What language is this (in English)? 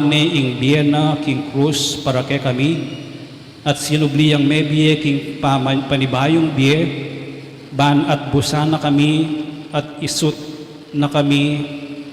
Pampanga